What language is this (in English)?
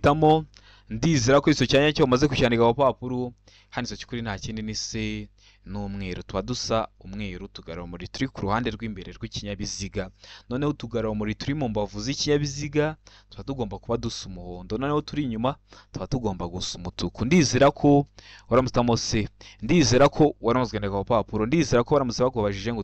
Kinyarwanda